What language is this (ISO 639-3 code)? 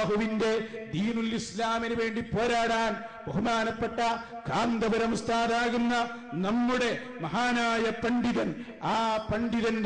mal